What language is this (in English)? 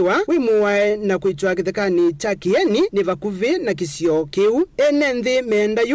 Kamba